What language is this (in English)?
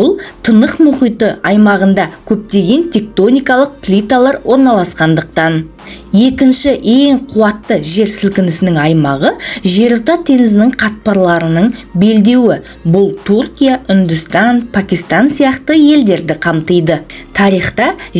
Kazakh